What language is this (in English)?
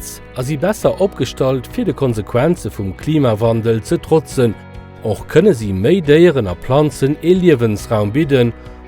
Luxembourgish